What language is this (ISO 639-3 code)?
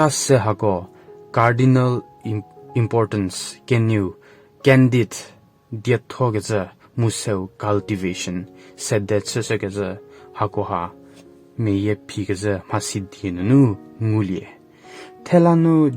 njm